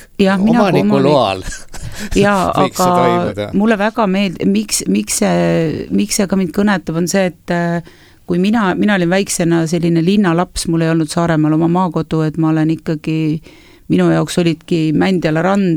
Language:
Estonian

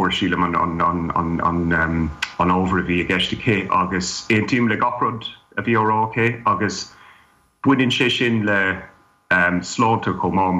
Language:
Irish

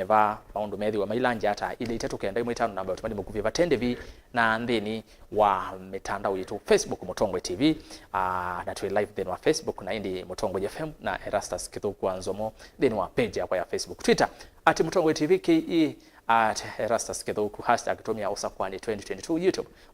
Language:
Kamba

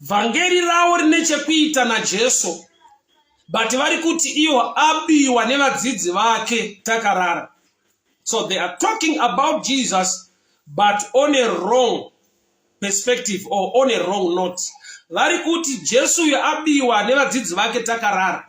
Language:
Shona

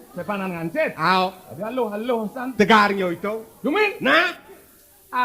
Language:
Balinese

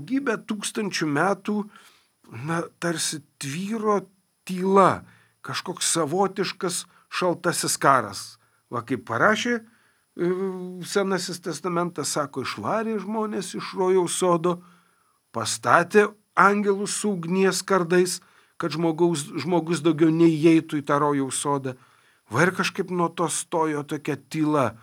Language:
Lithuanian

